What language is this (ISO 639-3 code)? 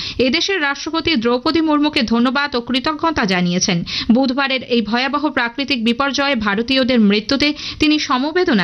ben